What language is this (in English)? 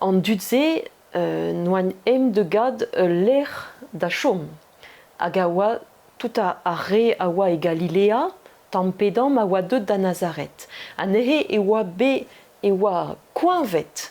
Breton